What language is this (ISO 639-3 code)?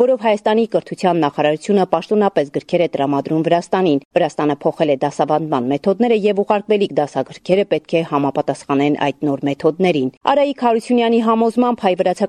hye